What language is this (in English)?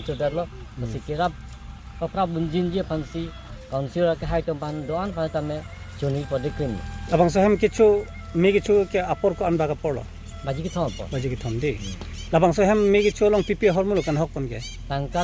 Karbi